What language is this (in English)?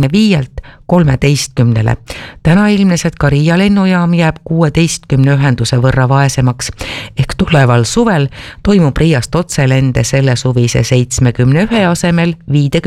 Estonian